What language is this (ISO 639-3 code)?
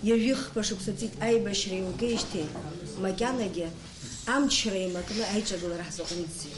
abk